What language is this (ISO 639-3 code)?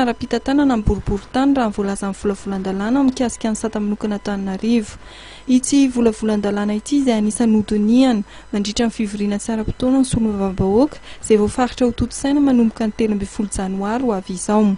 mlg